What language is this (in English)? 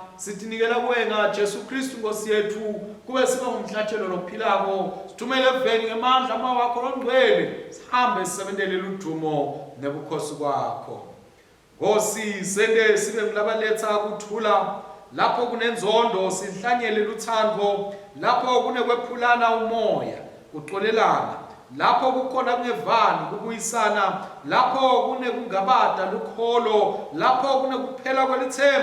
Swati